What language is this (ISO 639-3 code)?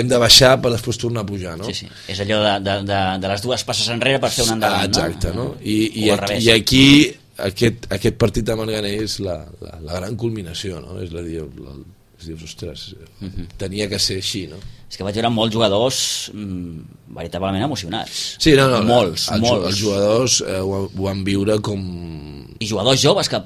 cat